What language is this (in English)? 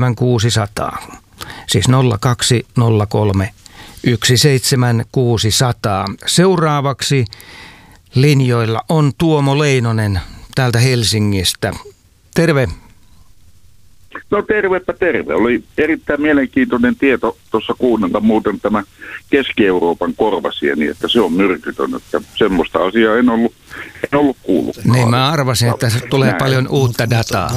Finnish